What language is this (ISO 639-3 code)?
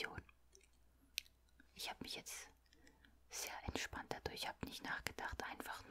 deu